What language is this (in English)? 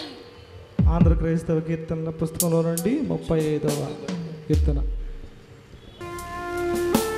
Telugu